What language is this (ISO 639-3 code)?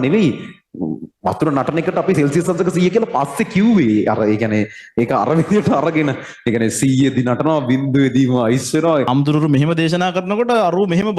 sin